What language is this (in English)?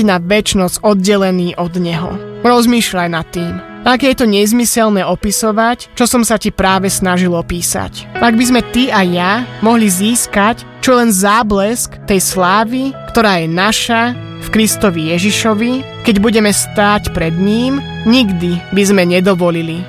Slovak